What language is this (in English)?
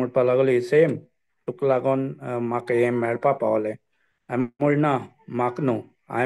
Konkani